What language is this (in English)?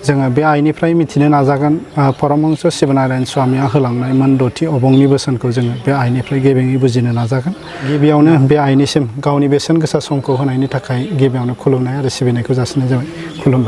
Bodo